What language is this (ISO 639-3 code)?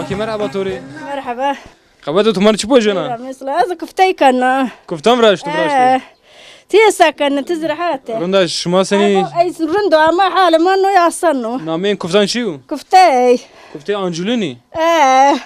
zza